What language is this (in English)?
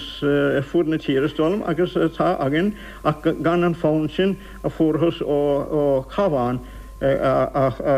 Irish